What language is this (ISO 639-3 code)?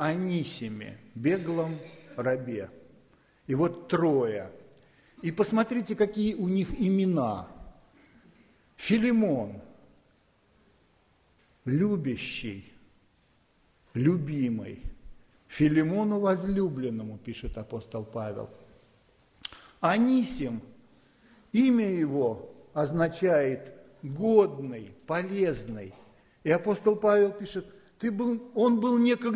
rus